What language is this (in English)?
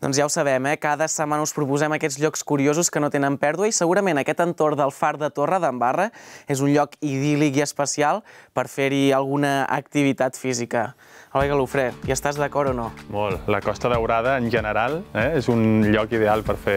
Catalan